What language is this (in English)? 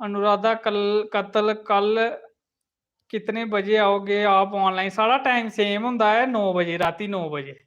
Dogri